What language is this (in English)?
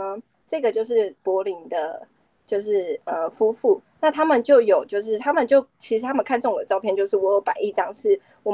Chinese